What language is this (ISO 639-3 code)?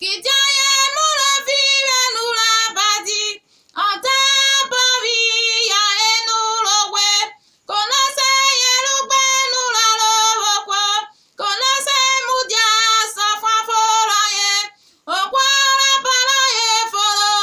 urh